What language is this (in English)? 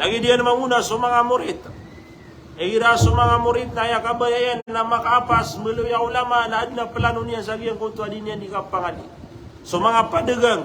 Maranao